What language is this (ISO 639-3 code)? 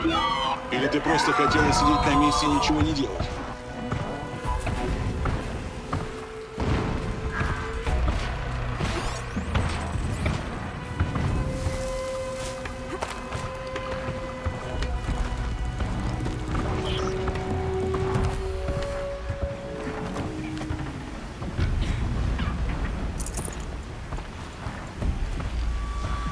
rus